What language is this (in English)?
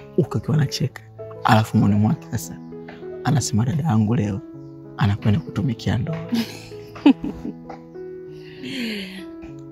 Swahili